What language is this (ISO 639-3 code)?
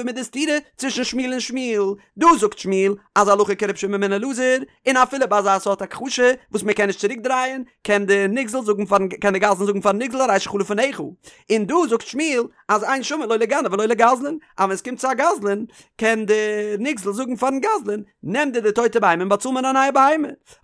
yid